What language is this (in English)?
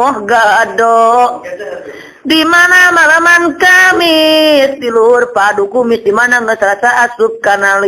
Sundanese